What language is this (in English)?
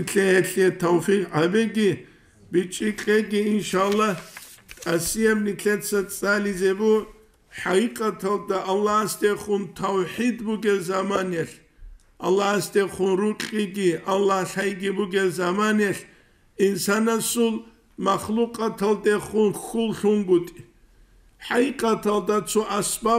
Avaric